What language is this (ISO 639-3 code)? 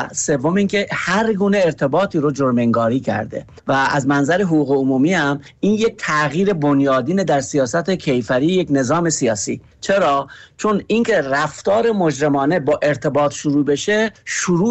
fas